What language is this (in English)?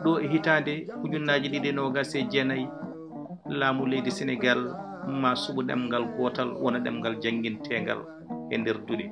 Fula